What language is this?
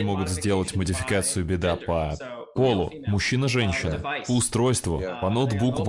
Russian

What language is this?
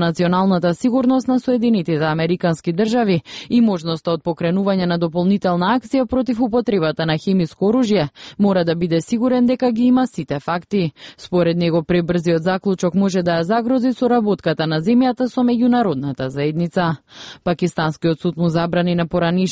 Macedonian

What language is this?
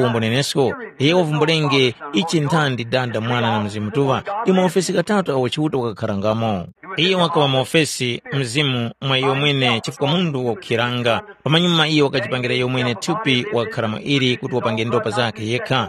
Tumbuka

